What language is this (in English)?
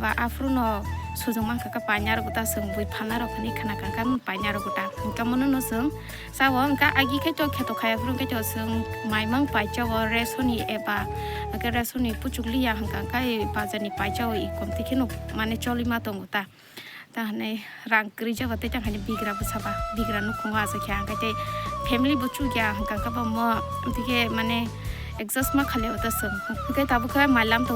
Kok Borok